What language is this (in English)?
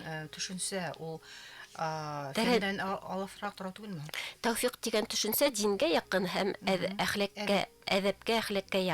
Bashkir